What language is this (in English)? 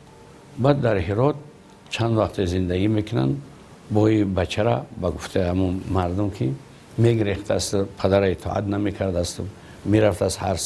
Tajik